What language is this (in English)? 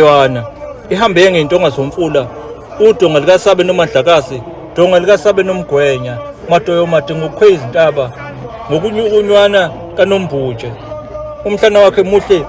Zulu